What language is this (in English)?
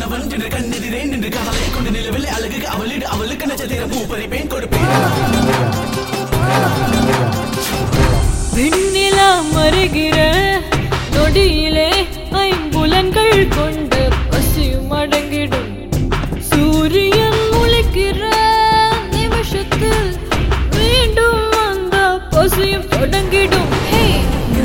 Tamil